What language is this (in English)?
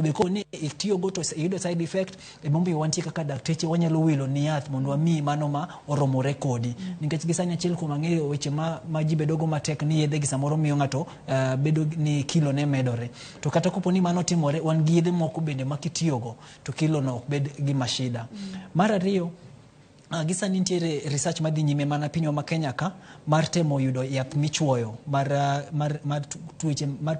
Luo (Kenya and Tanzania)